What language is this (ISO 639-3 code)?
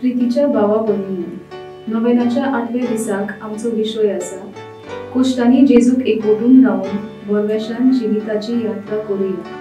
kok